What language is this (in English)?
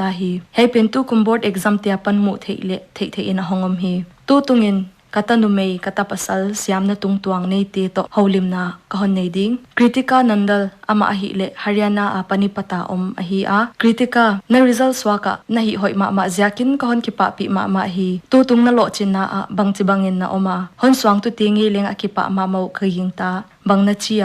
Paite Chin